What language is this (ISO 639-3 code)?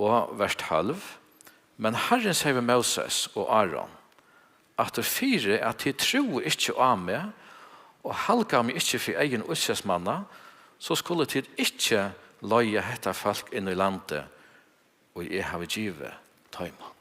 fao